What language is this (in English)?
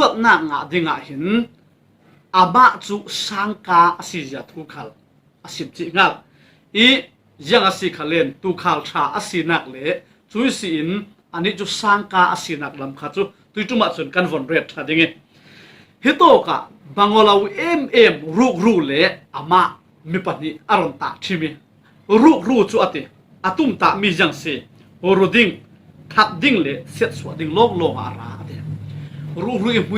Falam Chin